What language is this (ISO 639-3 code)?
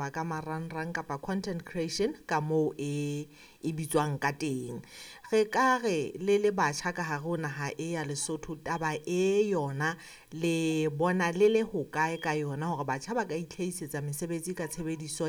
sot